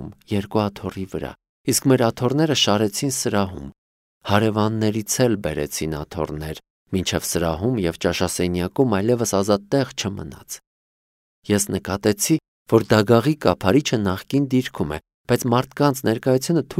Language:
Armenian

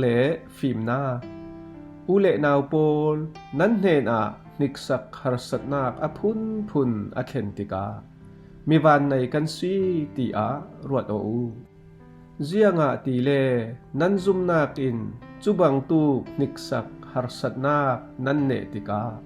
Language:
Falam Chin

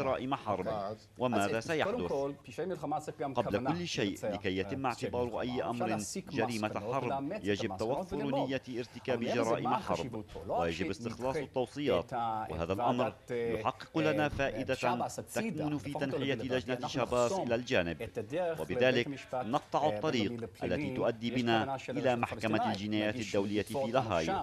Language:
Arabic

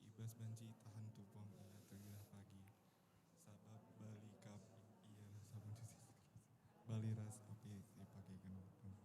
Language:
Batak Karo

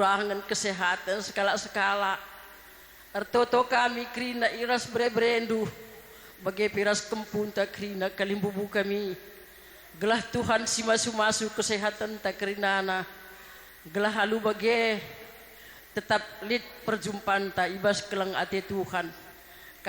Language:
Batak Karo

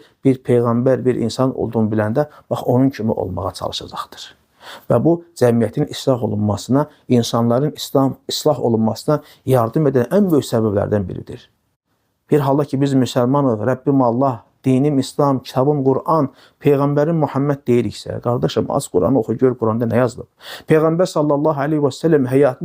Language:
Azerbaijani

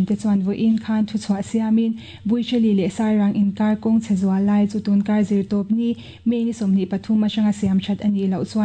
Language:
Mizo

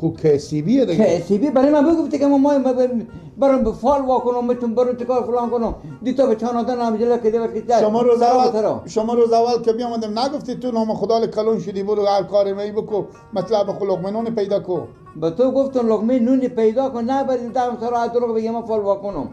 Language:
Persian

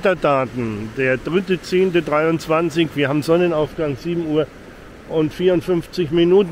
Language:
German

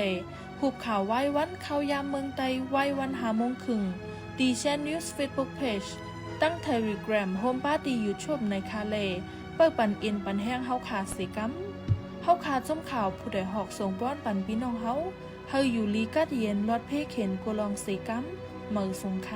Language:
Shan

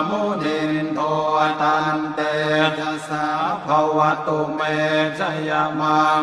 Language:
Pali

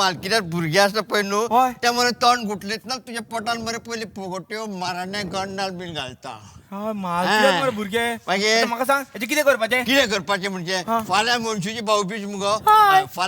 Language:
Konkani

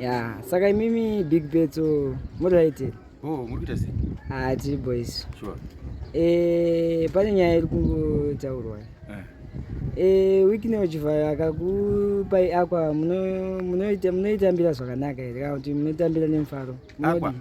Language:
Shona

